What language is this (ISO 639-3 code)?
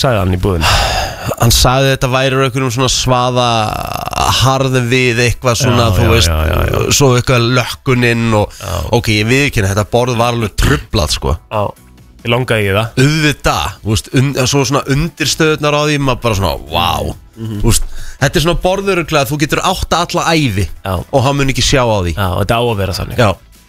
isl